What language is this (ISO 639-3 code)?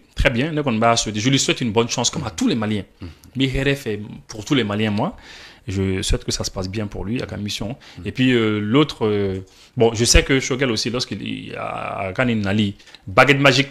bam